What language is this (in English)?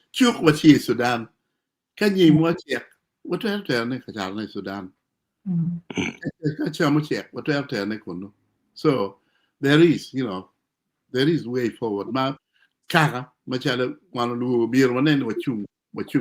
Acoli